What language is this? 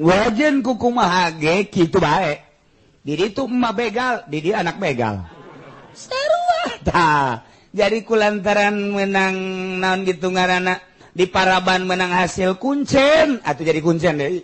Sundanese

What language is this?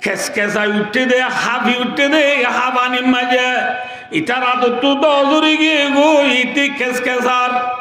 Rohingya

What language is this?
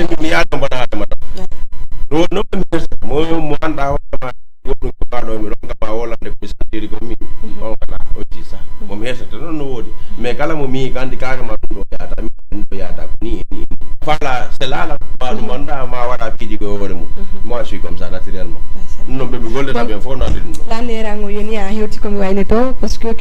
Fula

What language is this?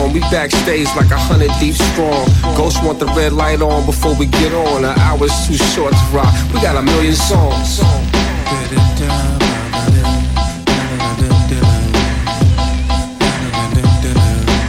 English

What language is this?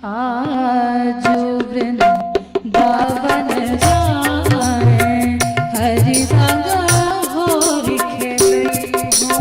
Maithili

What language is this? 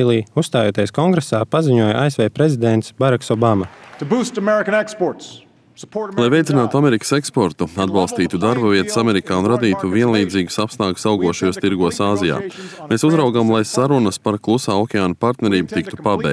Latvian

